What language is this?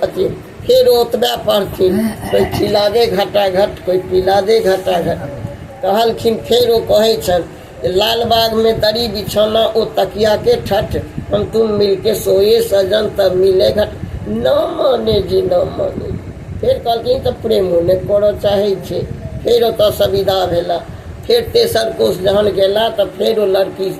Maithili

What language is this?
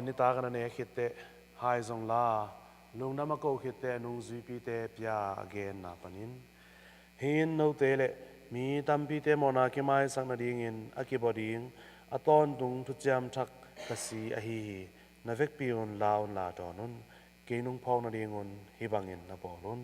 Tedim Chin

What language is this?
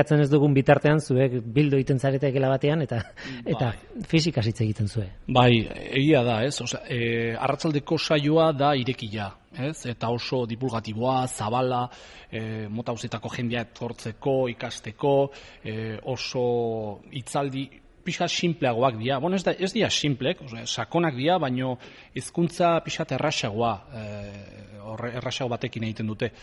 Basque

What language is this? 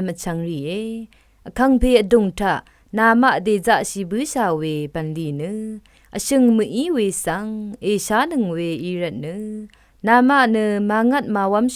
Rawang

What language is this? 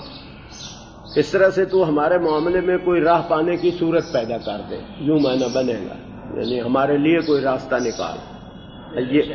Urdu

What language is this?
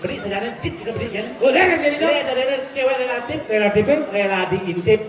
Balinese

